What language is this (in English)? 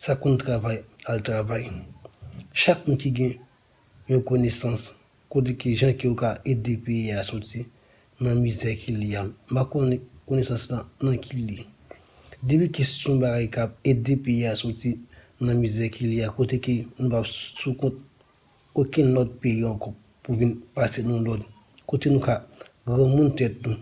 Haitian Creole